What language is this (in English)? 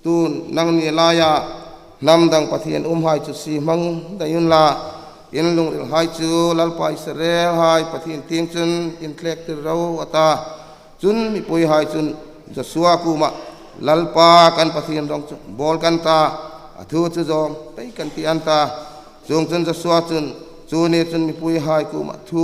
Hmar